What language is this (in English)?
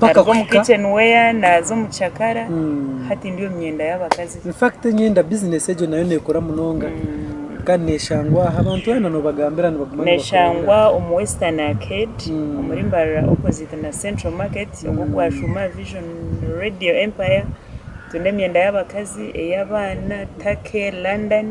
Nyankole